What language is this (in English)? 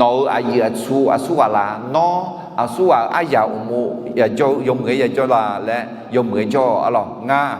Akha